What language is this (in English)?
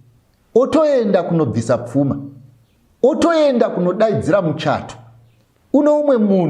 Shona